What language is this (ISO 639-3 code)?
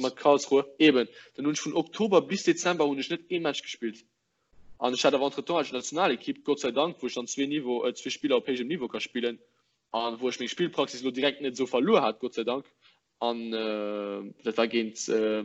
ltz